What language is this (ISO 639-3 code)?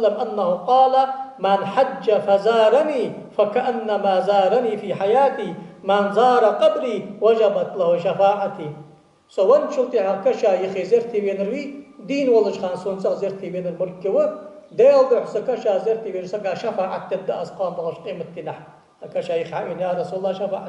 inh